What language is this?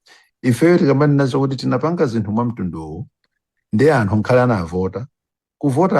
Nyanja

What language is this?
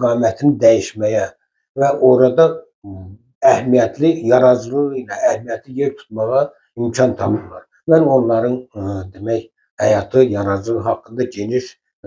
Azerbaijani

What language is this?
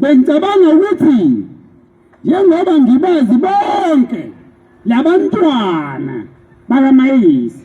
Zulu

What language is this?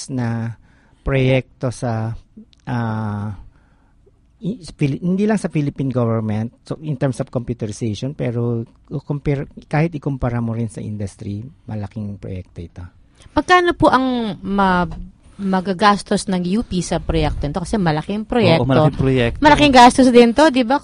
Filipino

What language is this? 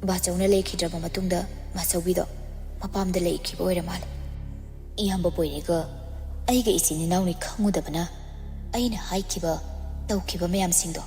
Manipuri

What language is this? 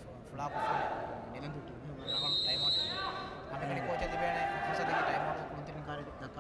Divehi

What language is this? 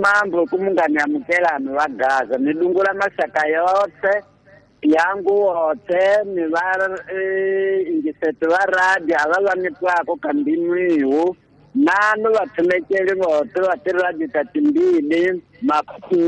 Tsonga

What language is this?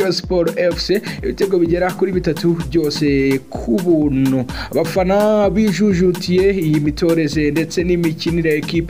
Kinyarwanda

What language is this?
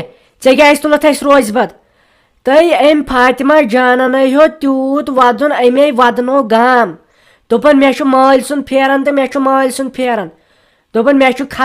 Kashmiri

